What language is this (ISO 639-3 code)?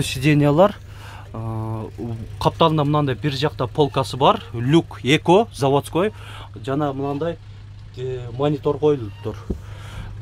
kir